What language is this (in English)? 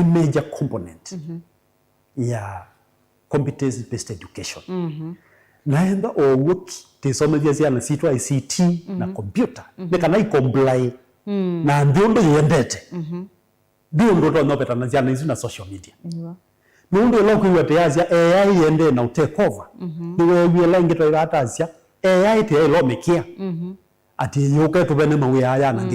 Kamba